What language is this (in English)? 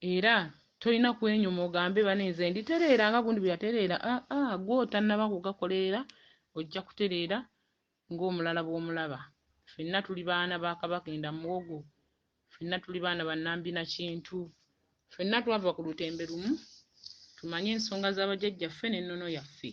Ganda